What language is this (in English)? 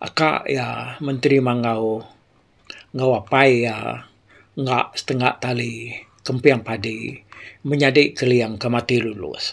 Iban